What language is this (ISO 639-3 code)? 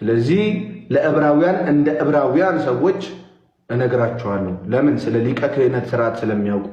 amh